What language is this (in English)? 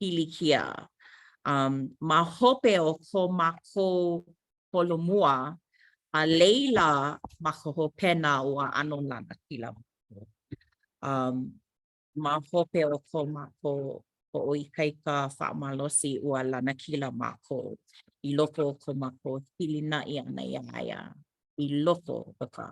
Hawaiian